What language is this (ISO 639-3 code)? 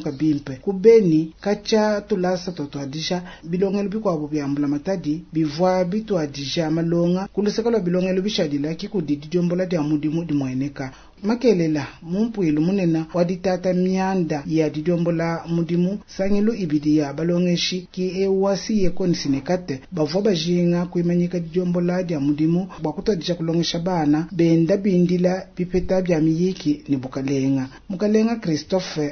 lua